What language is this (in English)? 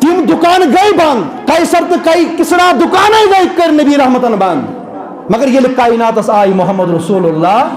Kashmiri